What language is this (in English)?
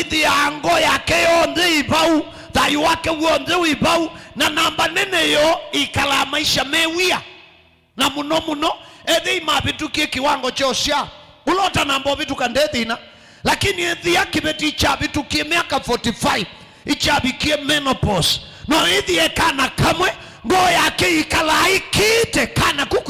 Kamba